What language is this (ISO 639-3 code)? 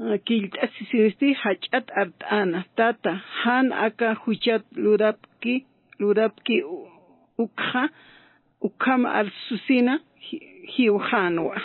aym